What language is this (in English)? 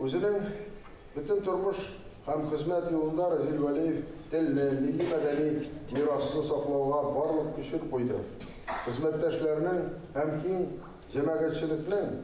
Tatar